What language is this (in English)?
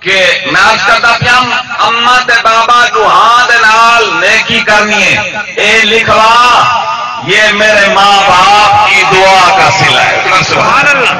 Saraiki